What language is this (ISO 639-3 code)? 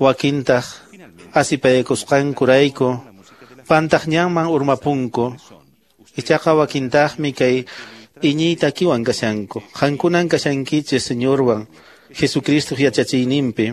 que